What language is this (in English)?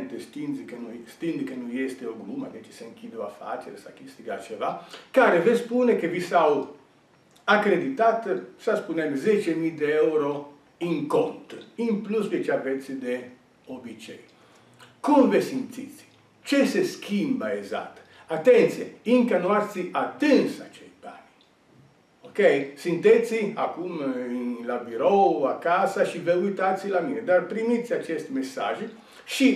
Romanian